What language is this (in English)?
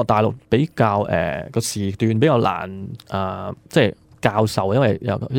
Cantonese